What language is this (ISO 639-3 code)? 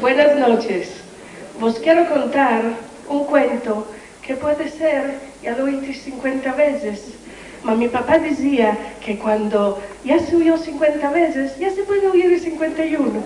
lad